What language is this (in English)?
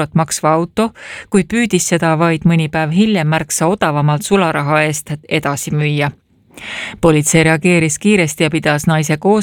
Estonian